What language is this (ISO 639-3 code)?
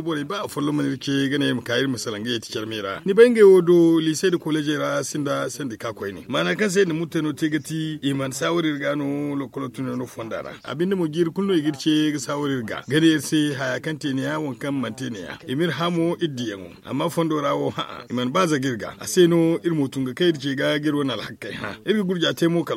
dje